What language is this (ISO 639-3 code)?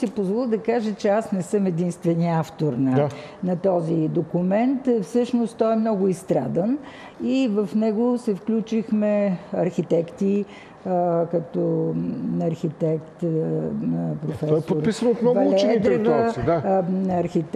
bul